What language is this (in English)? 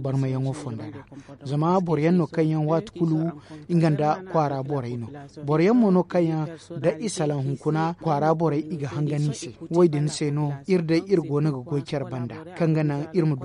Zarma